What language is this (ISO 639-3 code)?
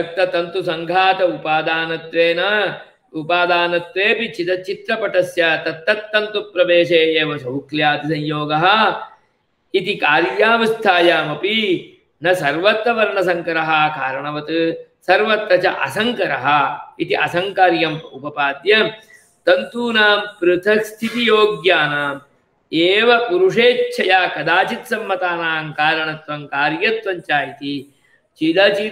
san